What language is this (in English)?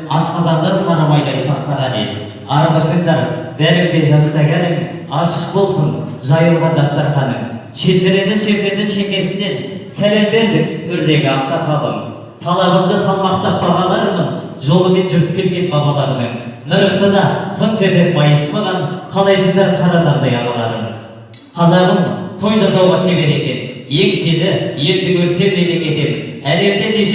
Kazakh